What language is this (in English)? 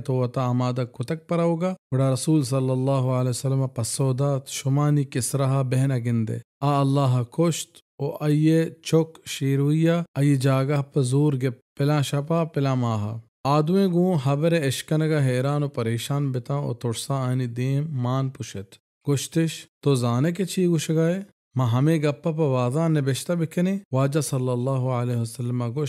Baluchi